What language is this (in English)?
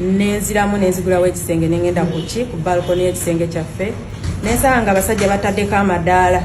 Ganda